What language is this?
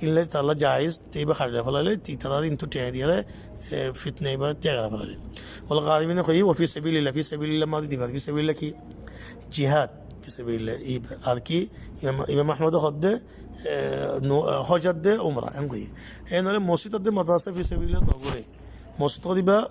Rohingya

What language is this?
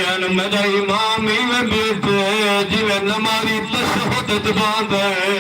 Saraiki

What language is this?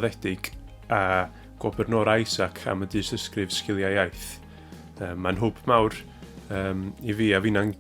Welsh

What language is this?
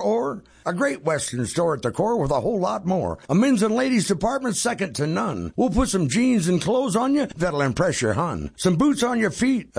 English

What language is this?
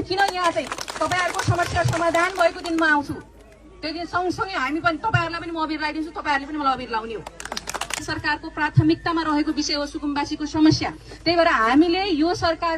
Nepali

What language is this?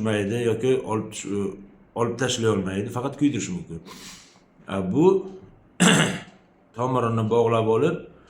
Uzbek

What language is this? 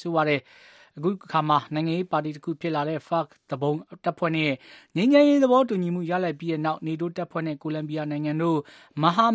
Burmese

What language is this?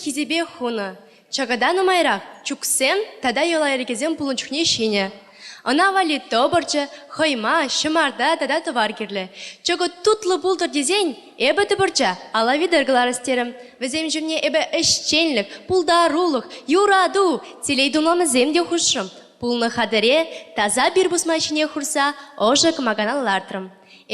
Chuvash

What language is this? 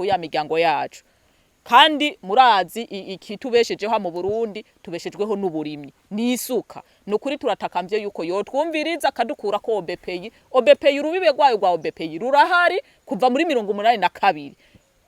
Rundi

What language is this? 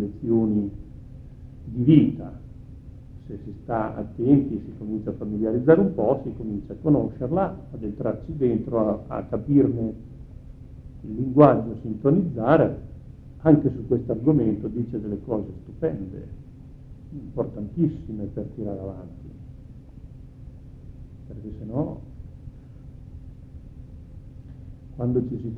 Italian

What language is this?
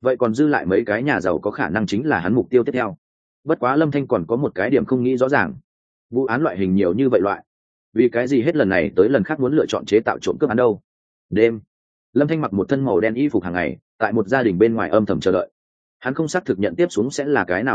Vietnamese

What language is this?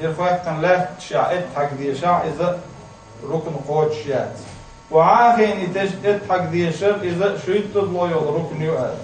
Chechen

